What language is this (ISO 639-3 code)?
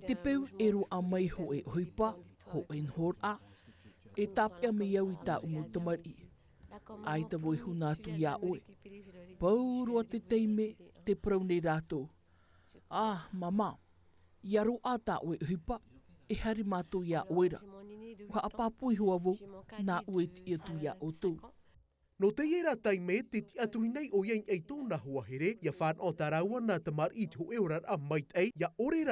tah